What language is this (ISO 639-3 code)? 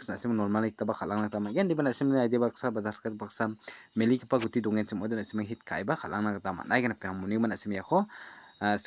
grt